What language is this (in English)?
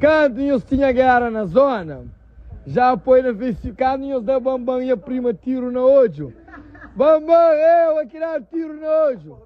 Kabuverdianu